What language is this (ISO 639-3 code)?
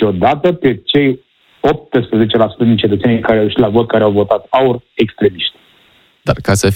ron